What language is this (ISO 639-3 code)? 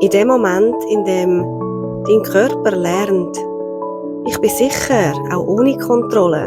gsw